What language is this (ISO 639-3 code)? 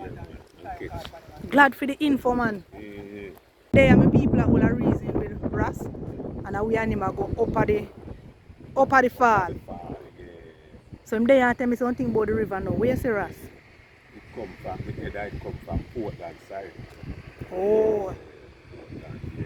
jam